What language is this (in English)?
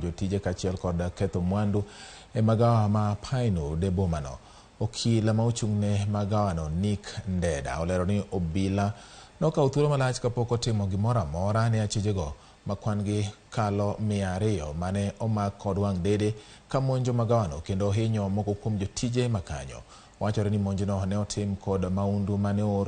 Luo (Kenya and Tanzania)